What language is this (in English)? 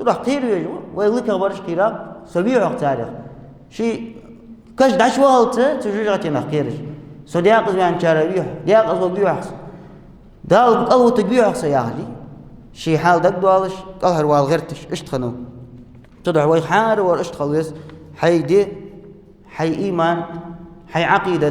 Ingush